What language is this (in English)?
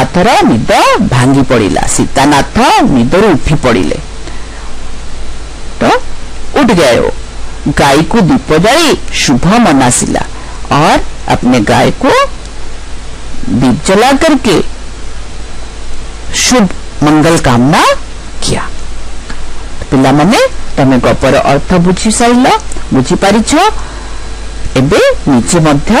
Odia